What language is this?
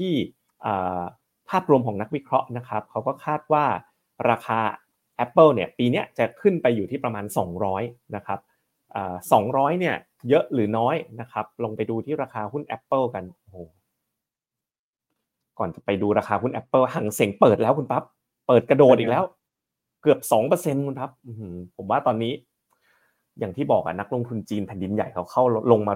Thai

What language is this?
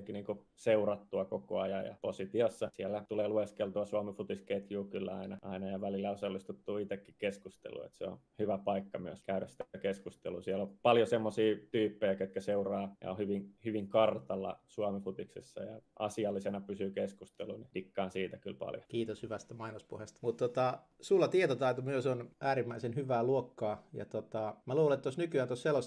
Finnish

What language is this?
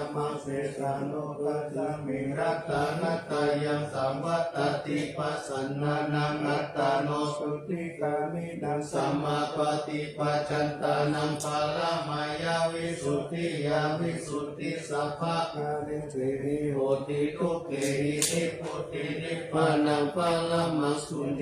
Pali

